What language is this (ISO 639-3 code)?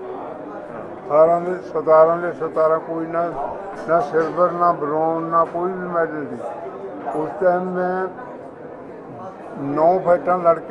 pan